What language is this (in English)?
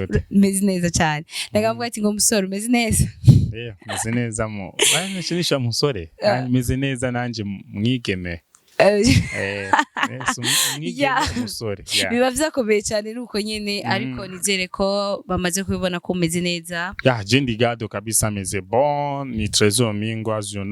Rundi